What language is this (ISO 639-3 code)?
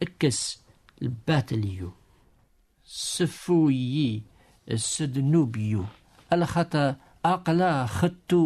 kab